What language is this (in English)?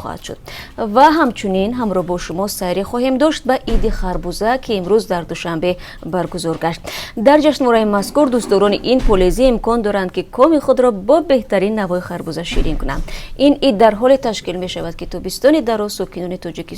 Tajik